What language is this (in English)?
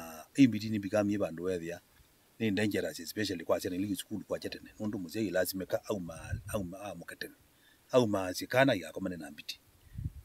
Kamba